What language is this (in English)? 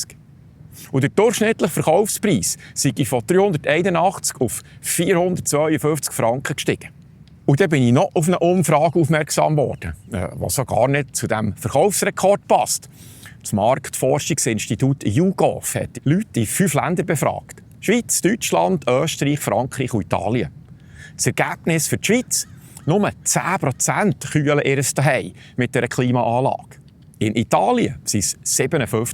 Swiss German